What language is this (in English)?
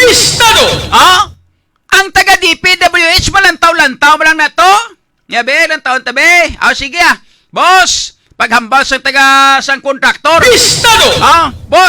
Hiligaynon